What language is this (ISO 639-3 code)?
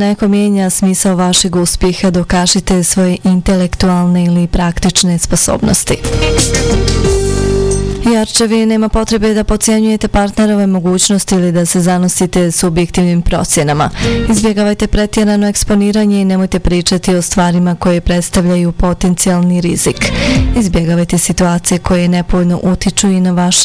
bos